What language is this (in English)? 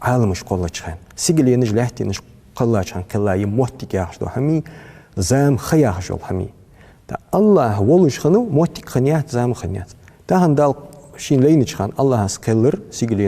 Ingush